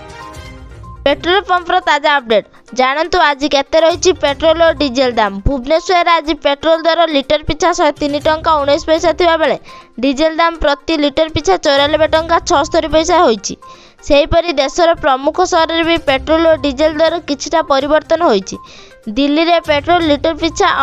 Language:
Odia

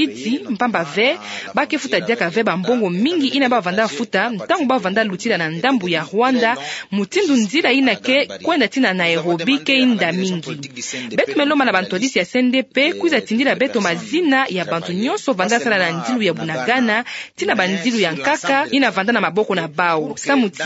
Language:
Kituba (Democratic Republic of Congo)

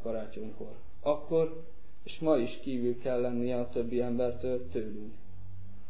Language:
Hungarian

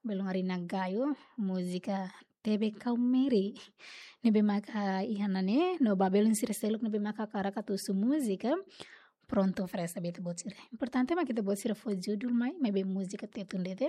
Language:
Tetum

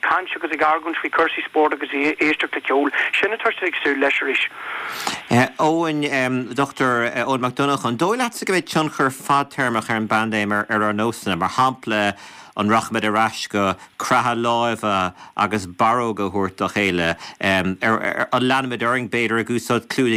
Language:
Irish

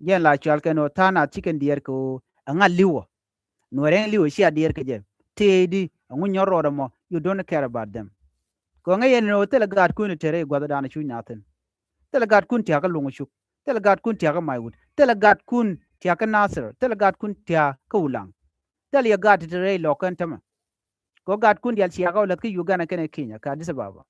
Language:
Nuer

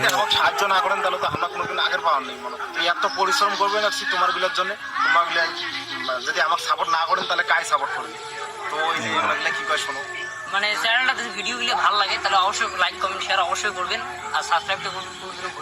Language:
Rangpuri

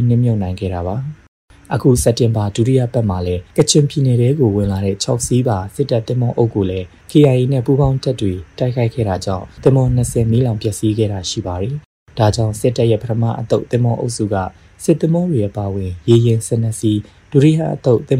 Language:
Burmese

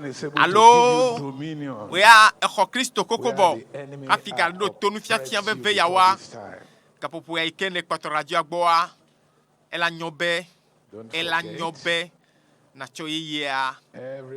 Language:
Ewe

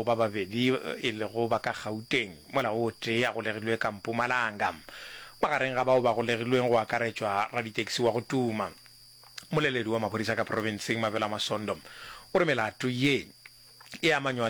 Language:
Northern Sotho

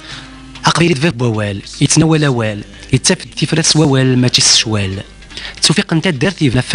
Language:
Kabyle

